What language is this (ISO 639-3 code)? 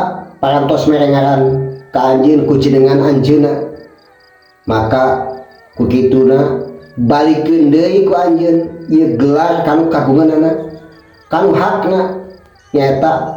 sun